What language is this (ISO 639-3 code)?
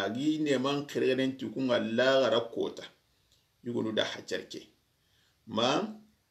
snk